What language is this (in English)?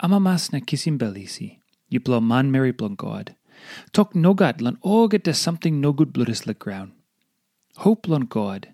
Tok Pisin